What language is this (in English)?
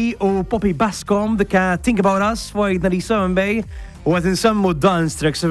Maltese